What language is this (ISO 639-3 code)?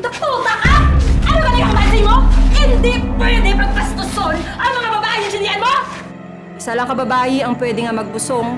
hil